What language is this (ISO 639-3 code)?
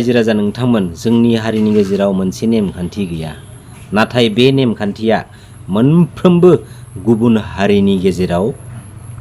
brx